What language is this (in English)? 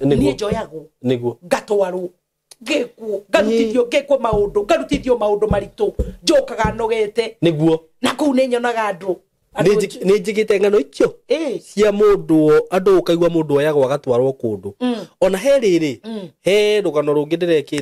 Kikuyu